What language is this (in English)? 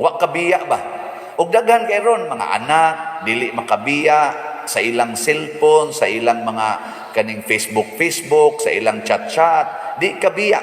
Cebuano